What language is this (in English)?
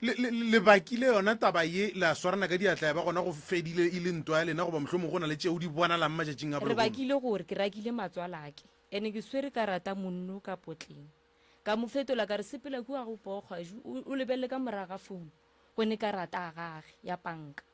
Northern Sotho